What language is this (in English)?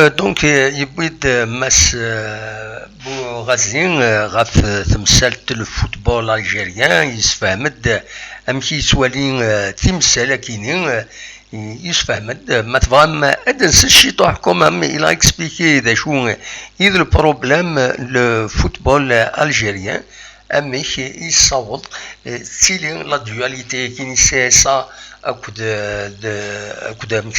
Kabyle